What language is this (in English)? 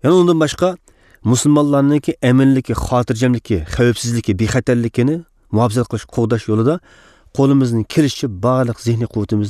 Uyghur